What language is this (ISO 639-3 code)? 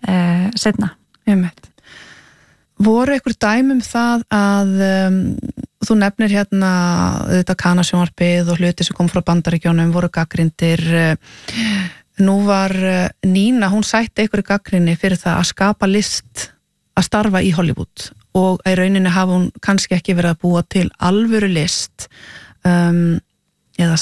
isl